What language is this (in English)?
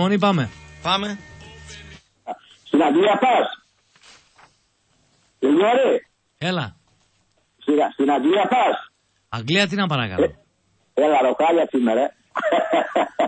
Greek